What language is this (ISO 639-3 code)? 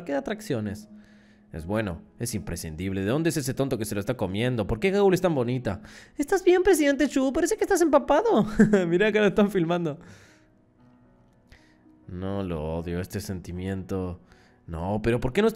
spa